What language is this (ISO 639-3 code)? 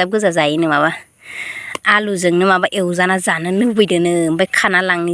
brx